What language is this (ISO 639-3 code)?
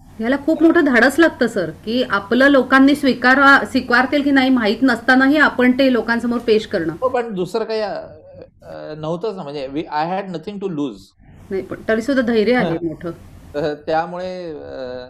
mar